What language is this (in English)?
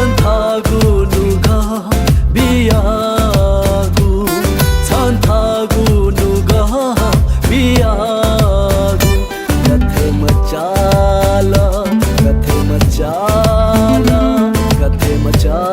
Newari